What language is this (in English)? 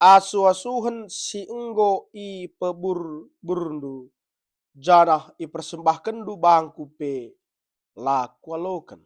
Batak Karo